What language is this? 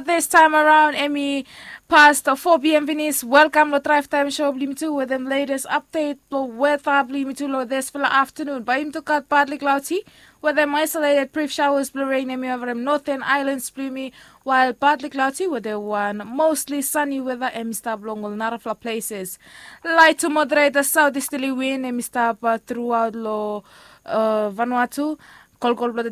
Bislama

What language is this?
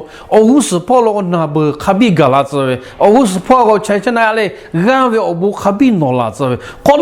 Lahu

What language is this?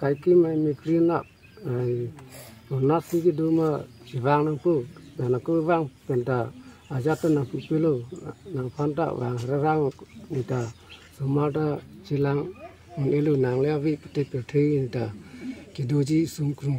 Karbi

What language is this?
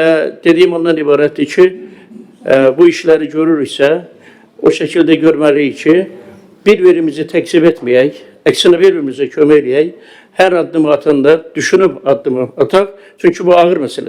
Azerbaijani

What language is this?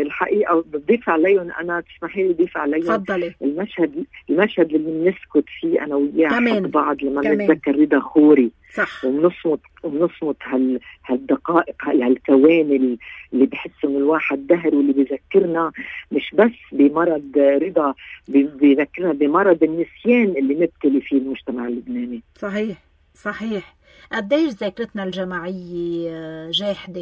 North Levantine Arabic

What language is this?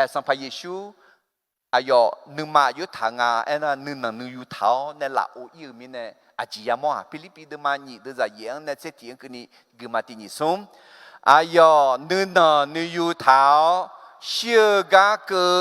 Akha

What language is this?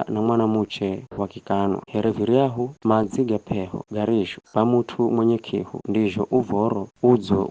Giryama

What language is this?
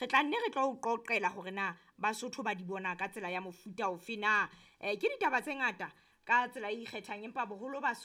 Southern Sotho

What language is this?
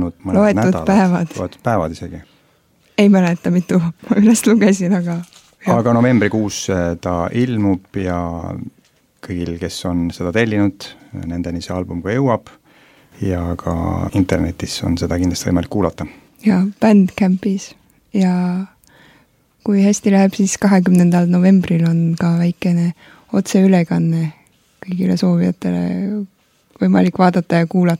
Estonian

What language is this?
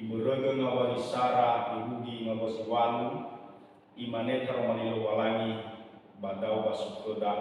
Nias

